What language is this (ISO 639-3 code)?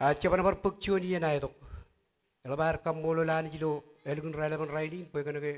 mah